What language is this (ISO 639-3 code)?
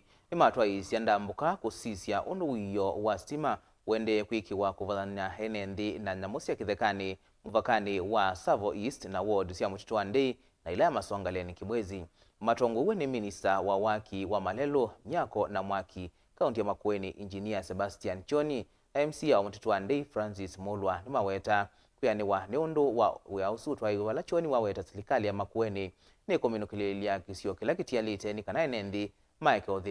kam